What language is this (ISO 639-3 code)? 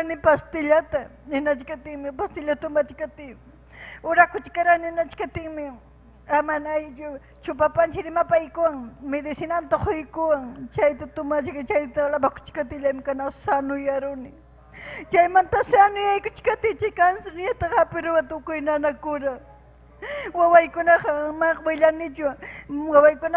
quy